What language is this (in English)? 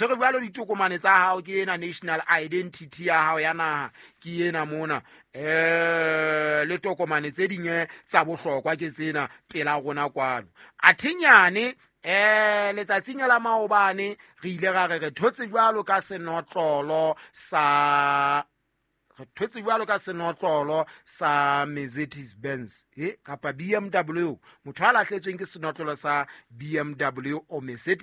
Southern Sotho